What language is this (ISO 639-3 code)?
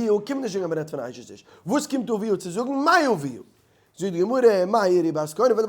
yid